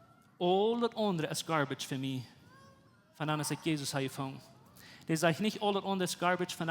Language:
Plautdietsch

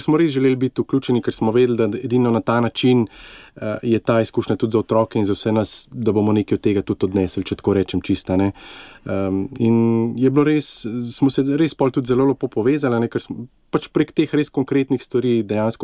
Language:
Slovenian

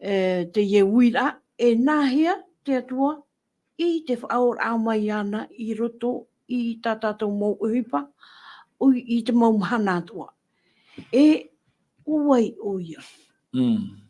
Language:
Tahitian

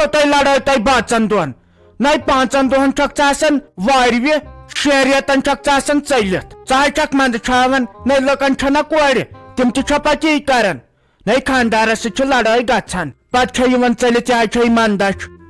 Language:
Kashmiri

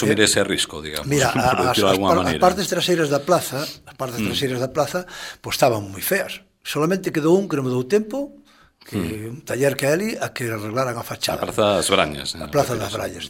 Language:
Galician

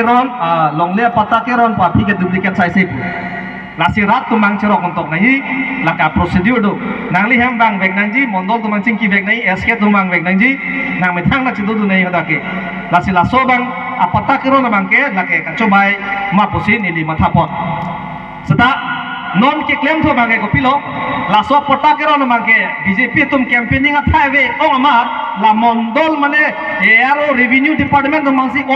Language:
Karbi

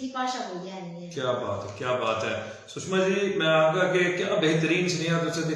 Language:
Dogri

